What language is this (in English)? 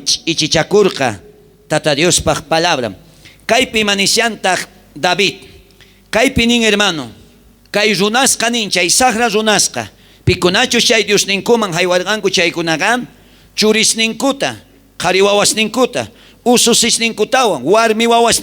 South Bolivian Quechua